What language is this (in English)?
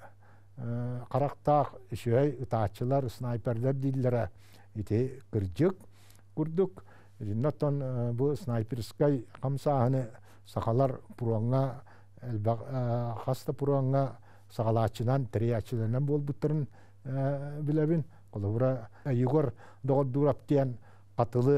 Yakut